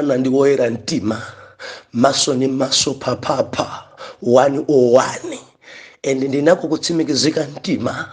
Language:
Nyanja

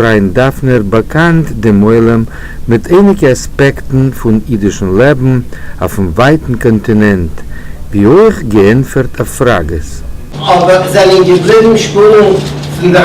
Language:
Yiddish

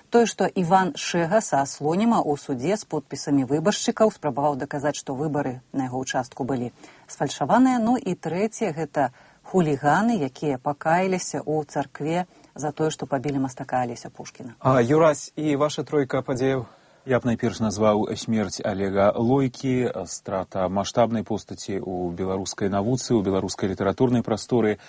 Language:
Belarusian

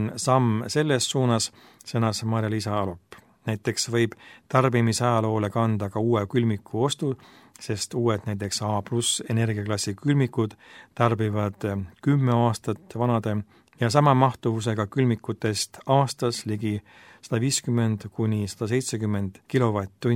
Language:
Estonian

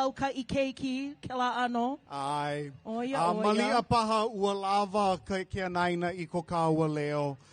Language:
Hawaiian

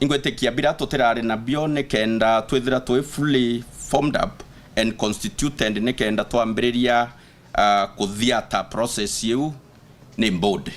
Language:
Meru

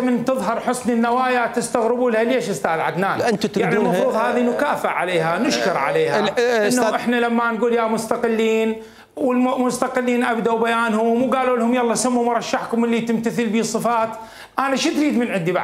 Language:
Mesopotamian Arabic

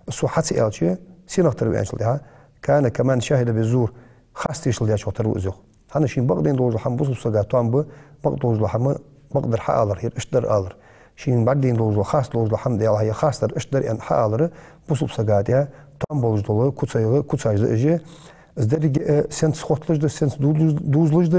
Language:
Ingush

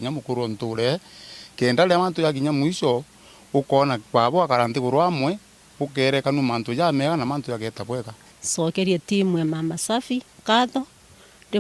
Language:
Meru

